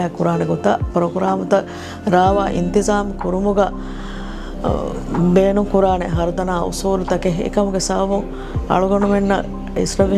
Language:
Divehi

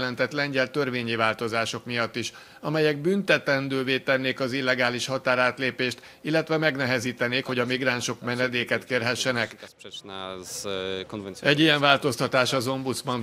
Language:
Hungarian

